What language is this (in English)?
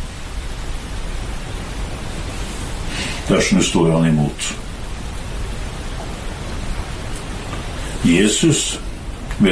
Norwegian